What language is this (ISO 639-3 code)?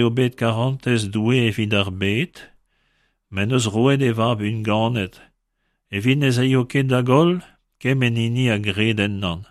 bre